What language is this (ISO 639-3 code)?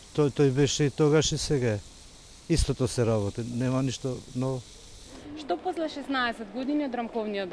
mkd